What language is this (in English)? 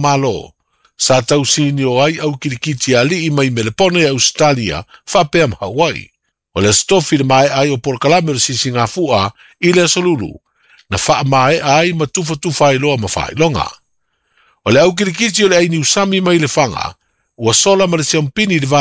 Samoan